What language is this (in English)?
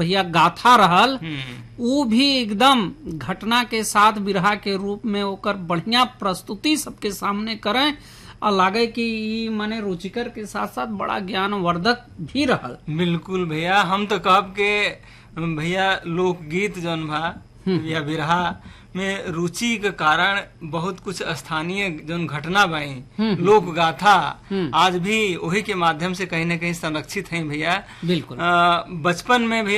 Bhojpuri